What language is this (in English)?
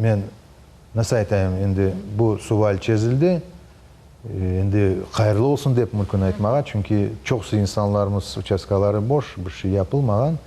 Crimean Tatar